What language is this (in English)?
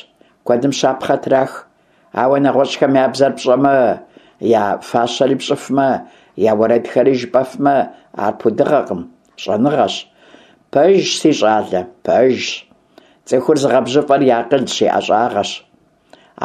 Kabardian